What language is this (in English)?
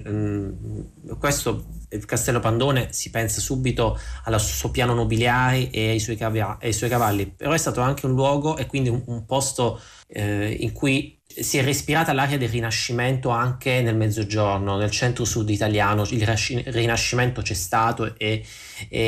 Italian